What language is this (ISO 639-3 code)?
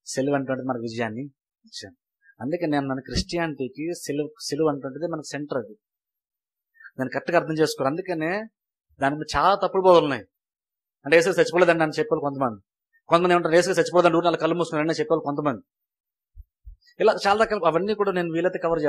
tel